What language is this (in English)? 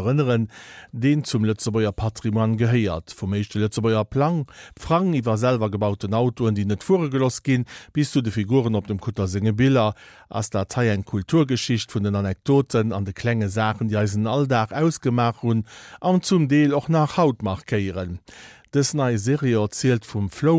Luxembourgish